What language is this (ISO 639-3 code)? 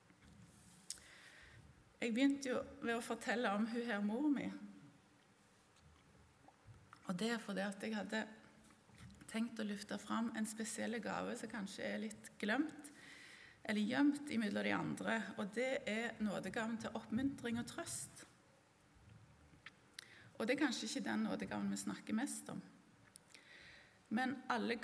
nor